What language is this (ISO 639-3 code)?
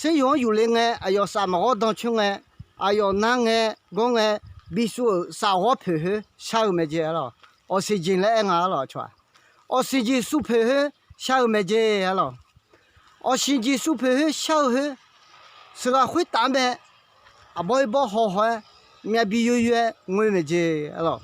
ahk